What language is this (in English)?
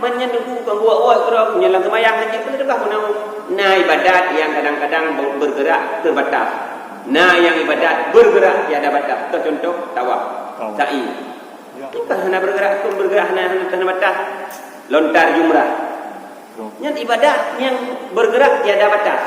Achinese